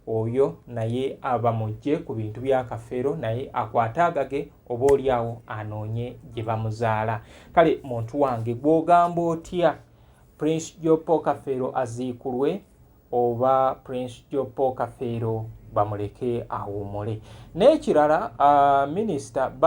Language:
Ganda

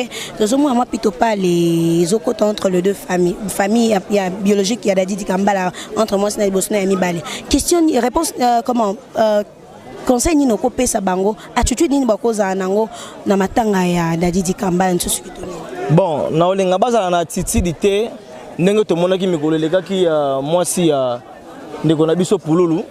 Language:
Lingala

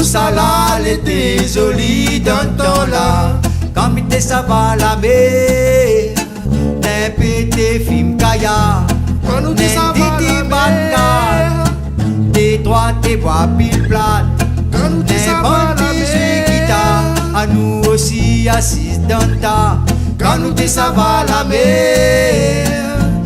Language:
Réunion Creole French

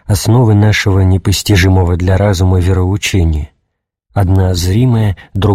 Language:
Russian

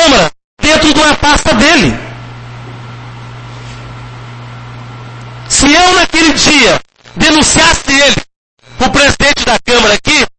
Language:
Portuguese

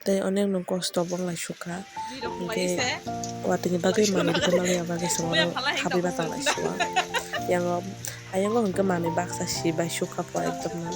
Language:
Kok Borok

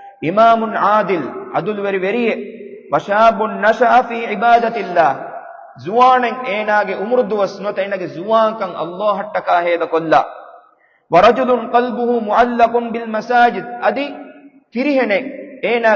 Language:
Divehi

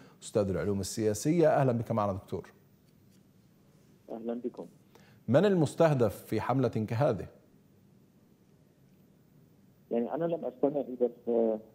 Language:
Arabic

